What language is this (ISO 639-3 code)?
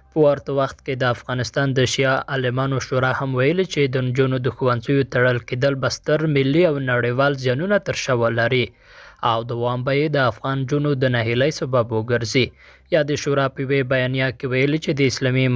pus